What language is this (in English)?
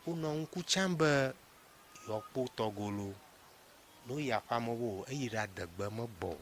Ewe